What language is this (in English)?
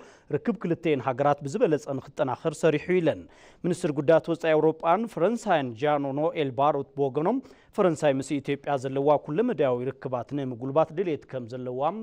Tigrinya